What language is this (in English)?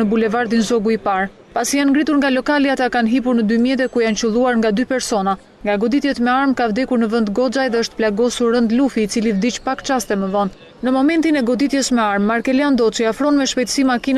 Albanian